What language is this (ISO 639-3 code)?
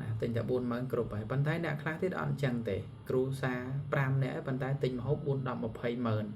khm